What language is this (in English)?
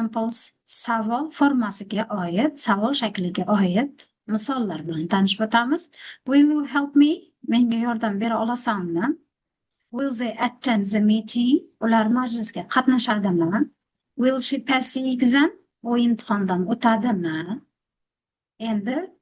Uzbek